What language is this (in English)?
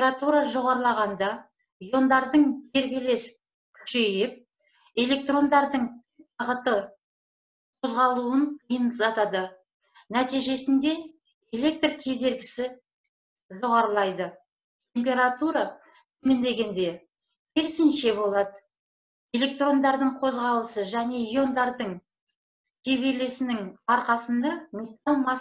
Kazakh